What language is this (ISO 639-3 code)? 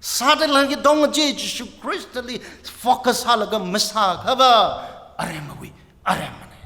nmf